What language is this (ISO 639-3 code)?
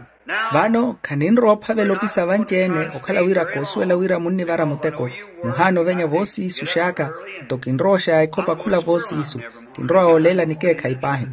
vmw